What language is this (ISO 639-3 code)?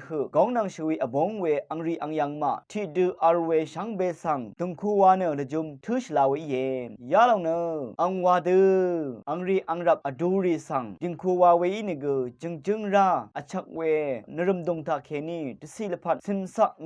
raw